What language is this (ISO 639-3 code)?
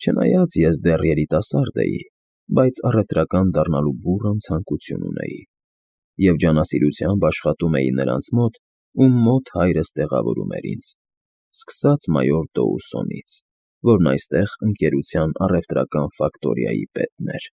hye